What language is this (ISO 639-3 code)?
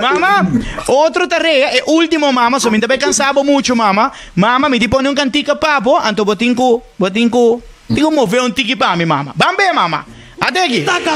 pap